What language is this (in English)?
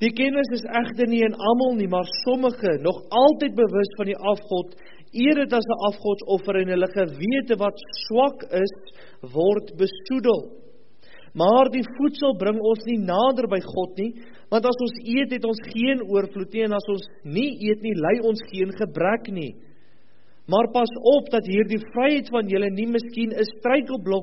Afrikaans